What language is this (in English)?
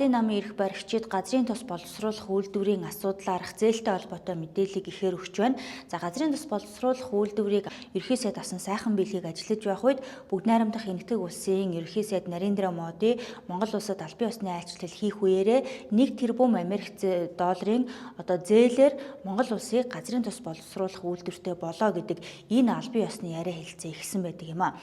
Mongolian